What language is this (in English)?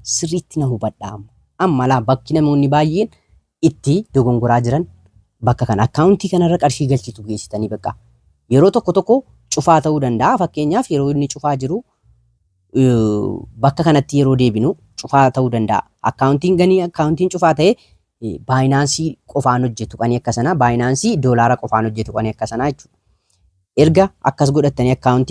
Oromo